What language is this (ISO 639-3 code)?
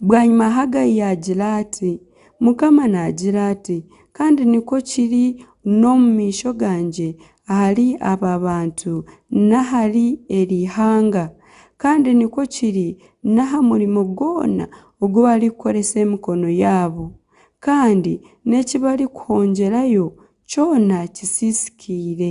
nyn